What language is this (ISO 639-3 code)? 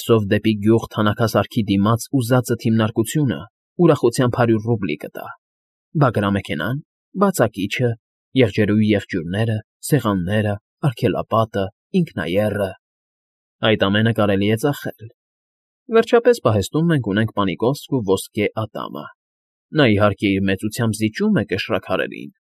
hye